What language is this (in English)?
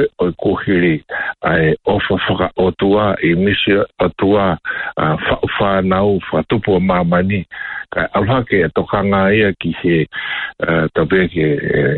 Tongan